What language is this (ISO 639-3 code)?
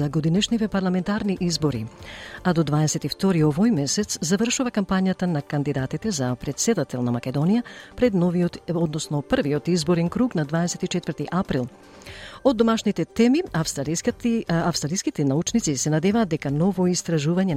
mkd